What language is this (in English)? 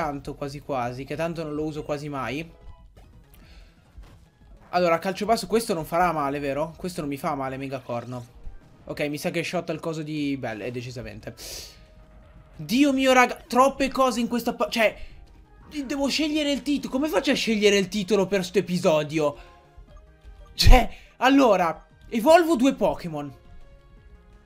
Italian